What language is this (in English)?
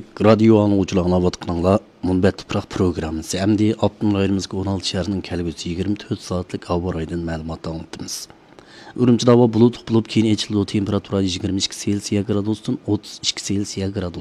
Uyghur